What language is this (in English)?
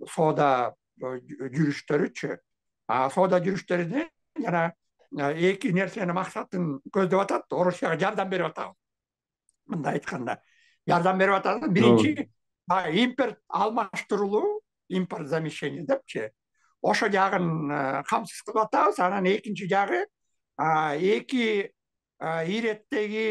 Kyrgyz